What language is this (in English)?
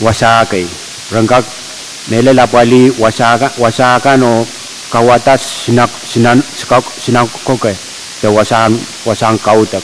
Pohnpeian